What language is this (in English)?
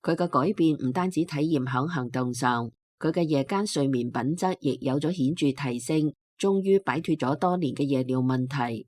Cantonese